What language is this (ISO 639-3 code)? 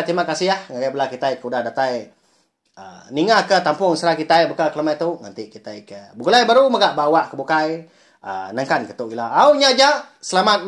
iba